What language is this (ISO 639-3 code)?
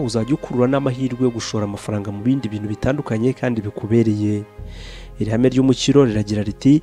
kin